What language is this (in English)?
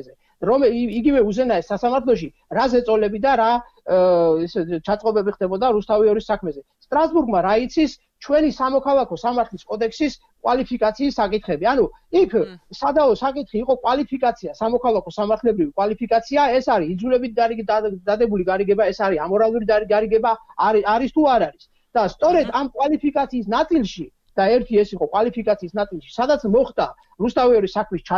Georgian